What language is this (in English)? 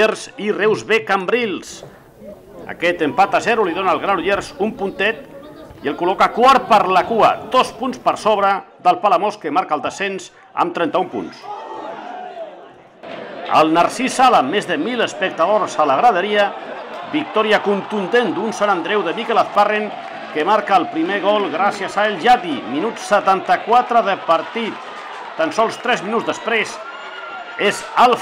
Catalan